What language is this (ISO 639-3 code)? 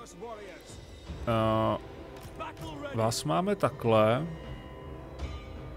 ces